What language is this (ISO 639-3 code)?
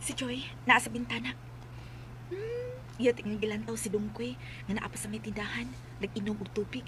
ceb